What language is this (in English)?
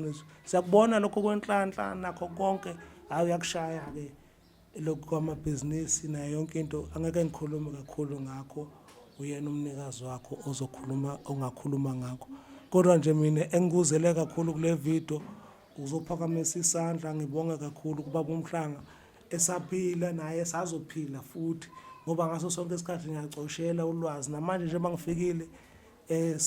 Zulu